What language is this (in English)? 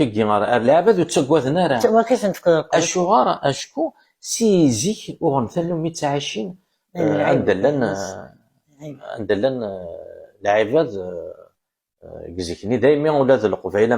Kabyle